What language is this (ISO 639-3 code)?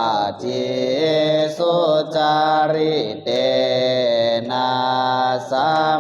pli